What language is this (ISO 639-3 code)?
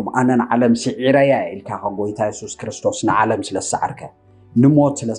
tir